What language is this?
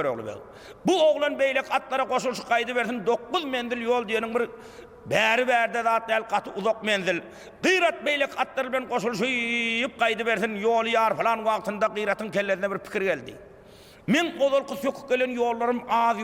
Turkmen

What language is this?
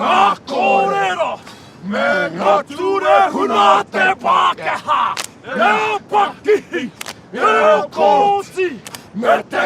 Māori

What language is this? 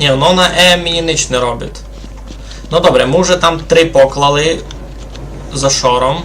Rusyn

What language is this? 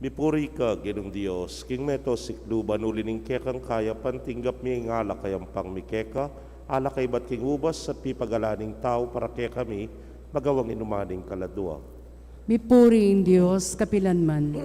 Pampanga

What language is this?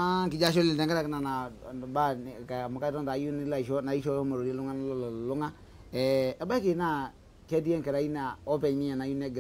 Masai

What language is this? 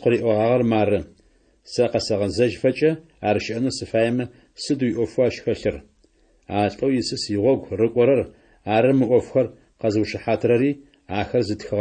Adyghe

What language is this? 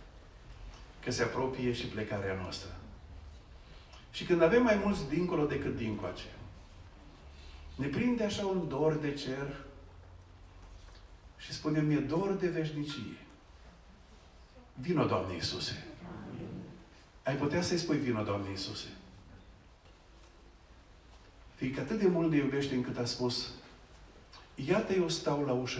Romanian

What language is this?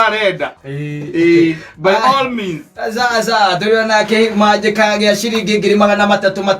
Kikuyu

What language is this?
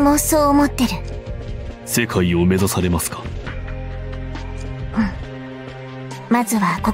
Japanese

